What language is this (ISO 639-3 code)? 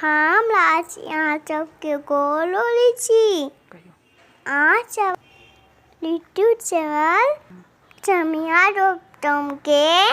mai